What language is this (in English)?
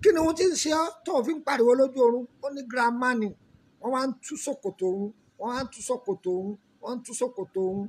Yoruba